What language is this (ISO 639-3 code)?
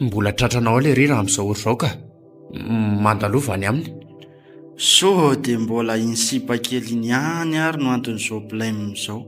mlg